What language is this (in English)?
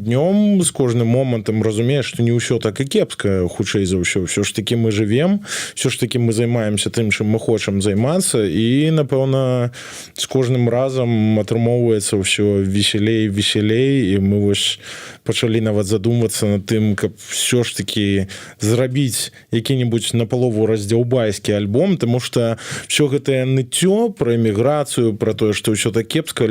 Belarusian